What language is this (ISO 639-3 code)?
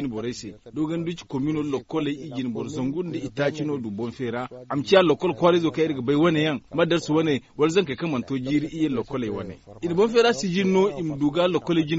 dje